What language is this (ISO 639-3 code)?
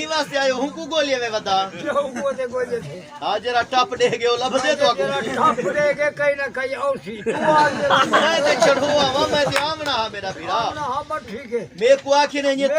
skr